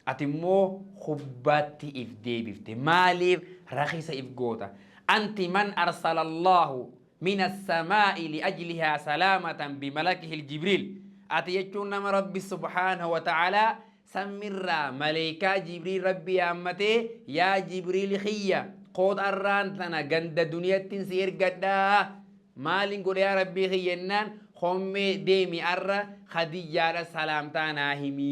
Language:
Oromo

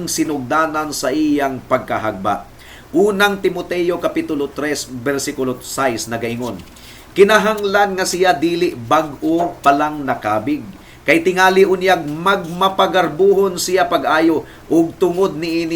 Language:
Cebuano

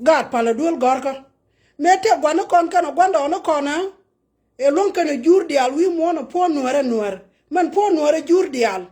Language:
Nuer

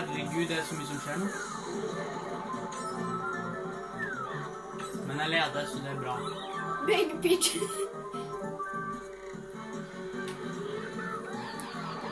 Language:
Norwegian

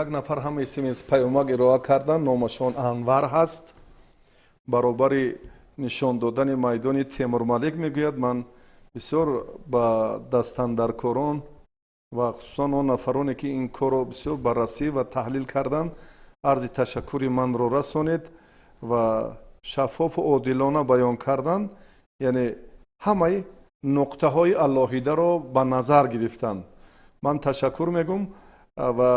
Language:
Tajik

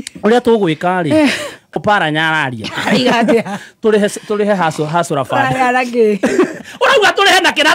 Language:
Kikuyu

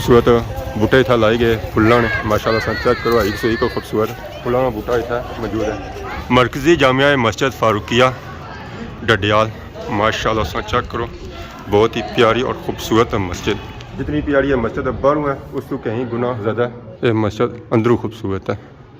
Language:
Pahari-Potwari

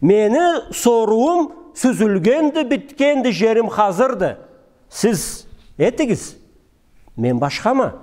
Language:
Karachay-Balkar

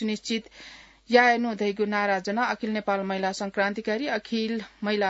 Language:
Newari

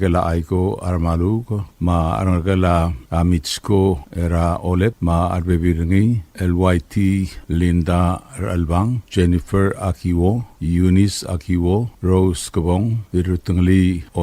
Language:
Palauan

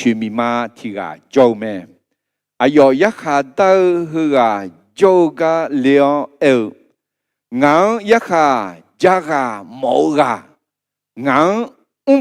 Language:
Akha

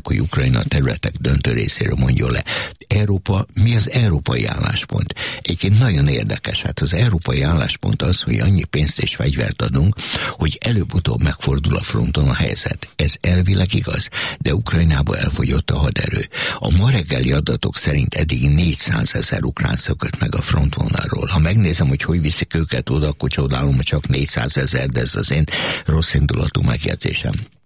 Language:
Hungarian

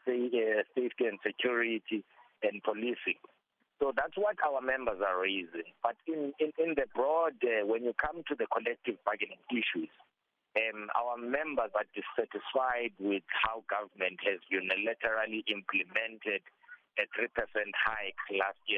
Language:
English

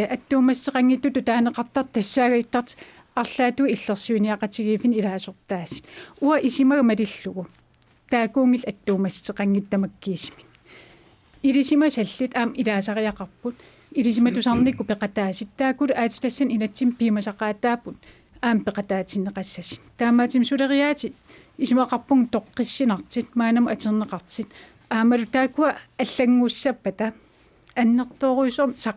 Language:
Kalaallisut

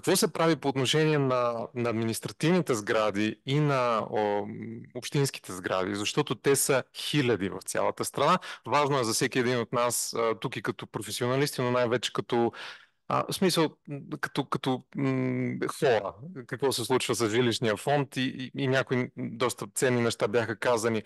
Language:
Bulgarian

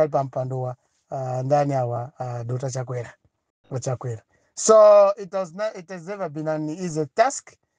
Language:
Nyanja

